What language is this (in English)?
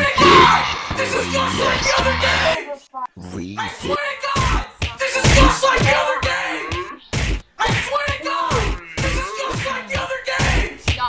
English